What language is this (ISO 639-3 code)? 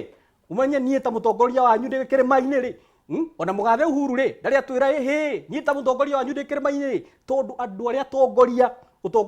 kik